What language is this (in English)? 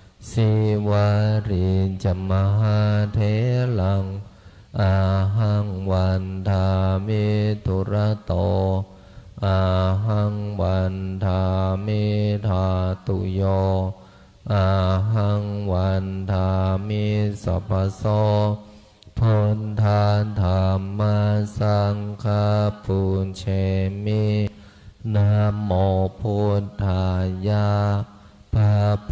Pali